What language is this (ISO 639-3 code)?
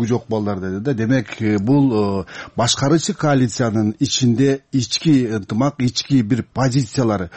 kir